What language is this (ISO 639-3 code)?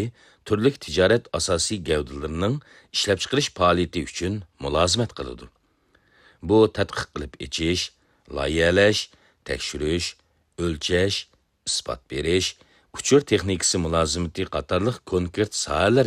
uig